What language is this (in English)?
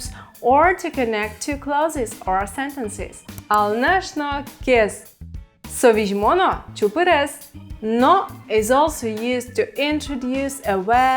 Udmurt